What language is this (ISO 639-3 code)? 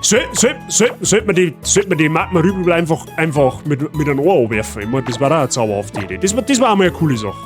bar